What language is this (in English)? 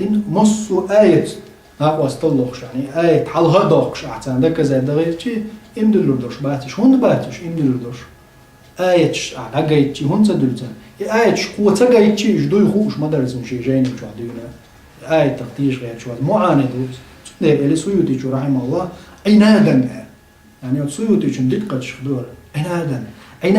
Chechen